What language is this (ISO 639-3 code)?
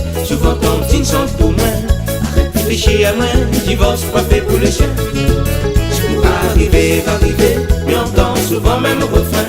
rcf